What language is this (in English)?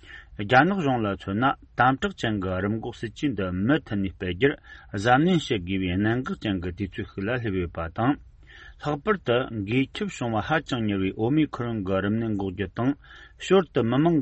Tibetan